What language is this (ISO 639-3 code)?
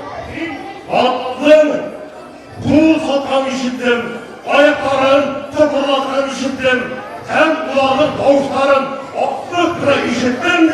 bak